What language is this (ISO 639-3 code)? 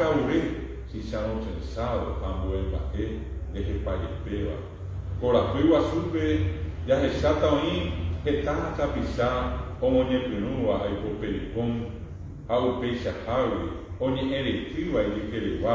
grn